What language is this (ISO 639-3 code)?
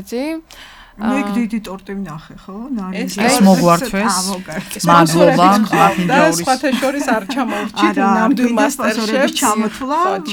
kat